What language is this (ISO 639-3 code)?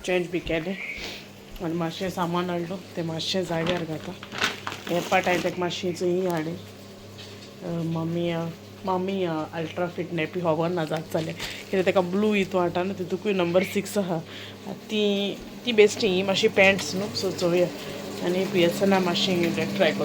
kok